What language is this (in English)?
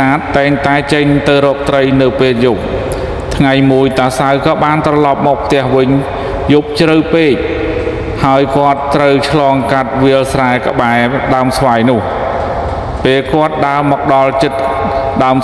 Khmer